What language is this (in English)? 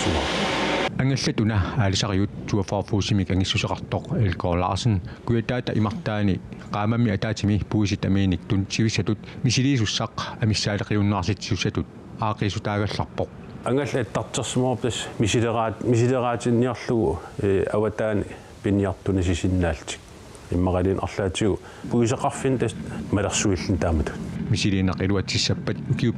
Kalaallisut